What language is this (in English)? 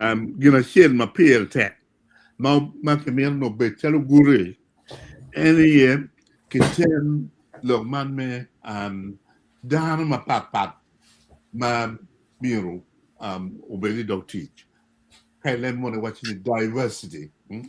Acoli